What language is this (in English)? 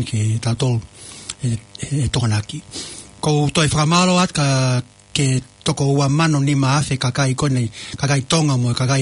Tongan